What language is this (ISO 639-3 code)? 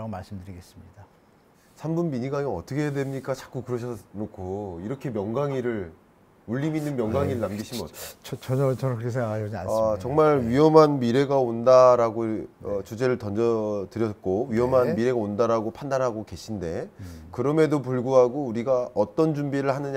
kor